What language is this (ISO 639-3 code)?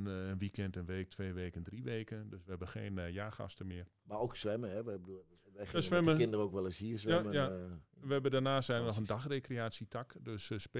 nld